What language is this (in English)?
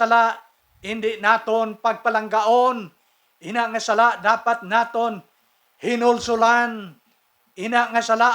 Hiligaynon